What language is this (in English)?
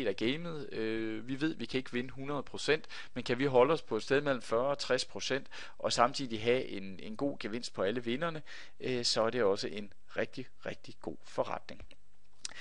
Danish